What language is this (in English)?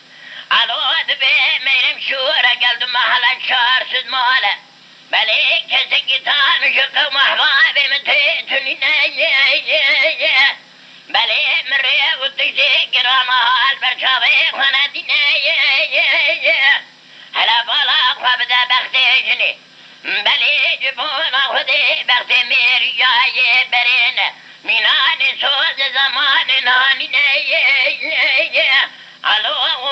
Kurdish